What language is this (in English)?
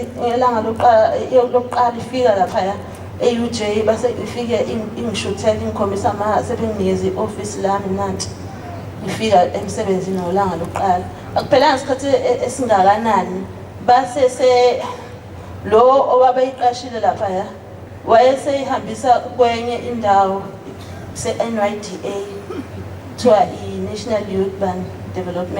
Zulu